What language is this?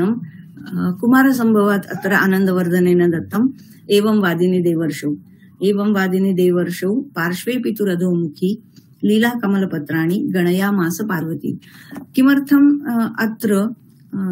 Sanskrit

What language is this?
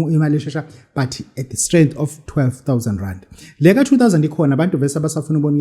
Zulu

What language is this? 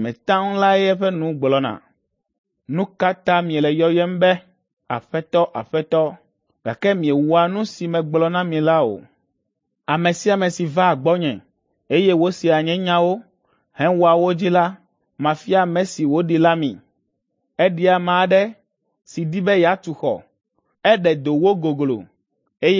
Ewe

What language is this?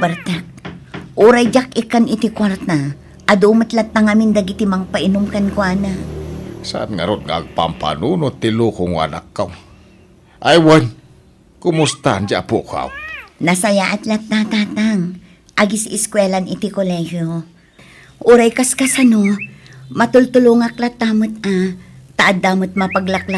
Iloko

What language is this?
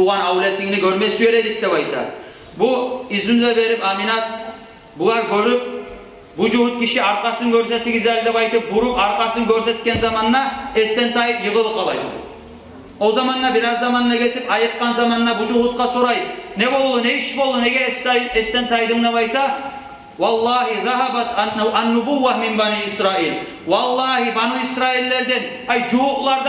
Kumyk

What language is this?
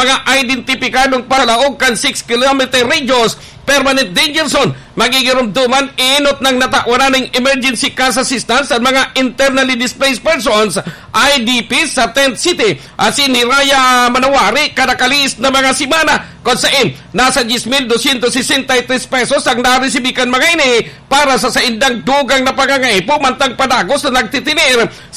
Bikol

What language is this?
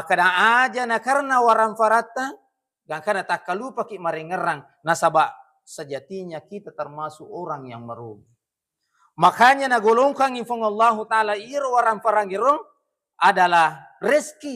Buginese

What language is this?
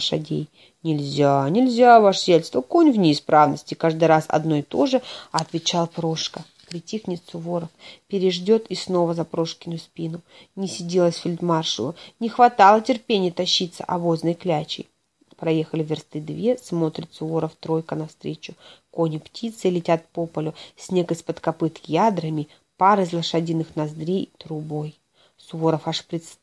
Russian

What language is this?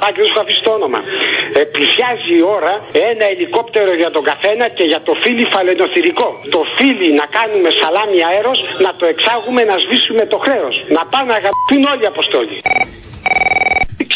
Greek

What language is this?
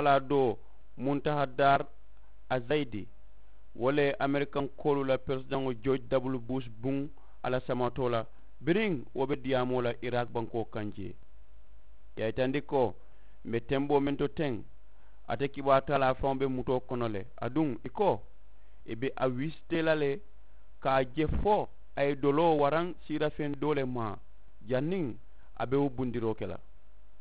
Mandingo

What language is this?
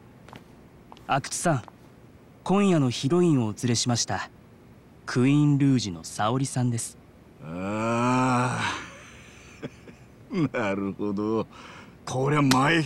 Japanese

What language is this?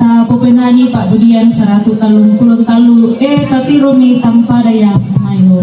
Toraja-Sa'dan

